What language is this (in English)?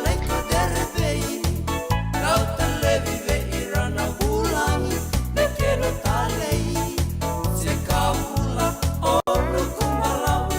Fijian